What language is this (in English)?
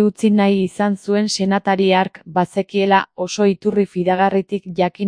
Basque